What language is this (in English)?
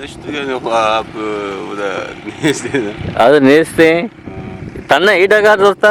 Eastern Balochi